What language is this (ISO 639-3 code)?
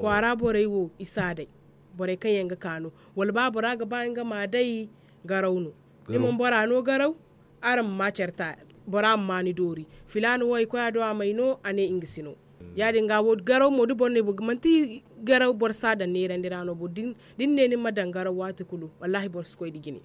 dje